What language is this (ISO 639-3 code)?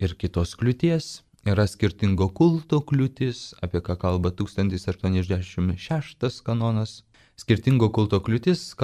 lit